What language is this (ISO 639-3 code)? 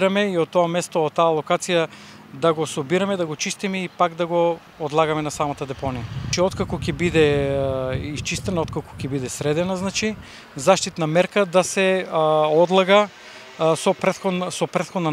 mkd